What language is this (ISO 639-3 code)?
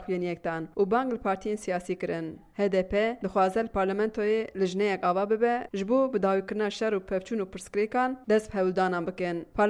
kur